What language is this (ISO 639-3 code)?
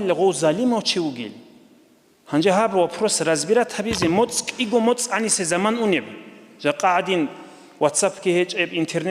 ava